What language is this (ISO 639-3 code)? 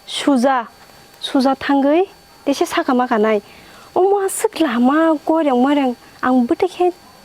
trp